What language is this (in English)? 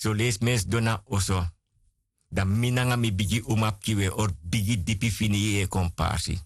Sranan Tongo